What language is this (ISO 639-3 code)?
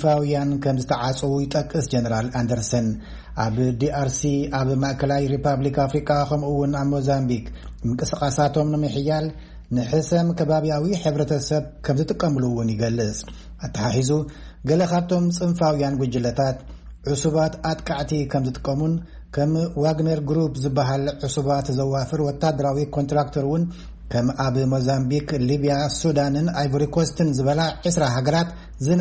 tir